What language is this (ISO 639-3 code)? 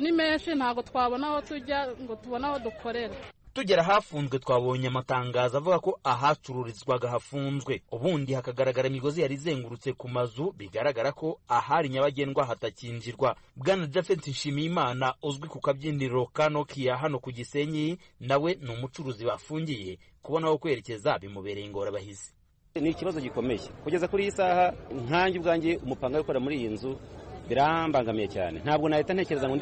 kin